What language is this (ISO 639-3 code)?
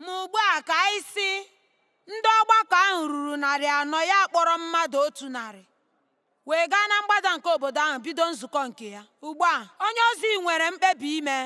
ibo